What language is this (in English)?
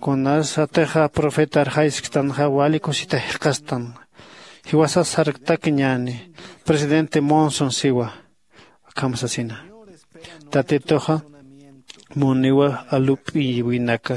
Aymara